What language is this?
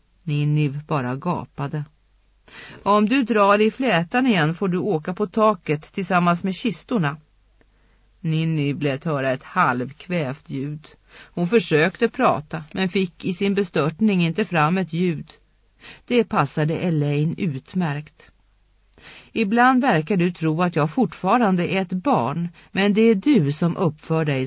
Swedish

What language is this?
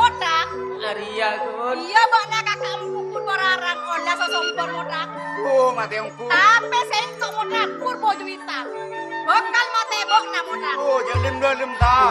Madurese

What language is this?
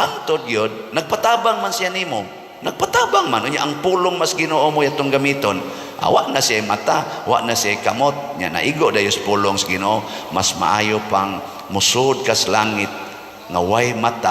Cebuano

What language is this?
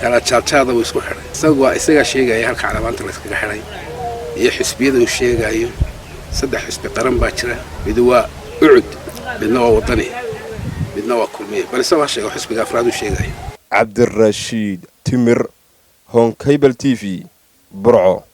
Somali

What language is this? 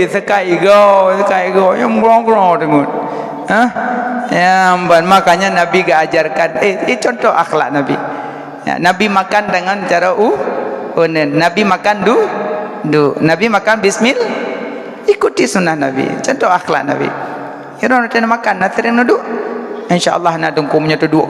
Achinese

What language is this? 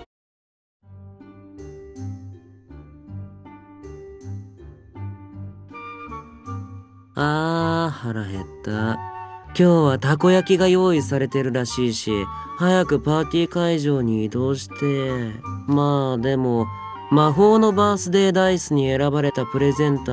Japanese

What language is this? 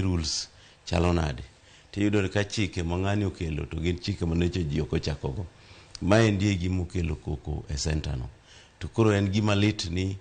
Luo (Kenya and Tanzania)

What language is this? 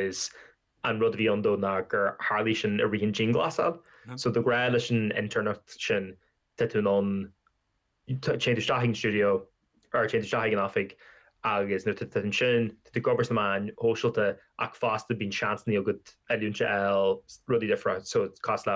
Irish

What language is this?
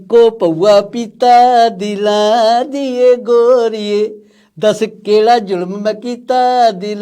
Dogri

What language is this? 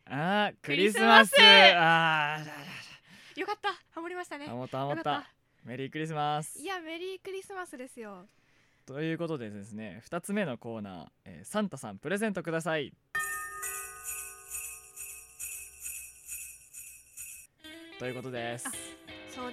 Japanese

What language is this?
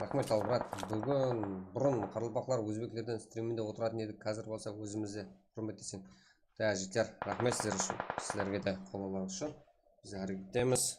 Kara-Kalpak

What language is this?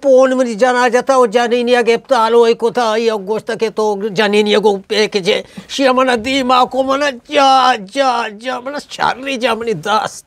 Eastern Balochi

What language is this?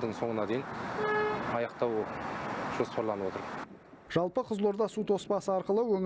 Kazakh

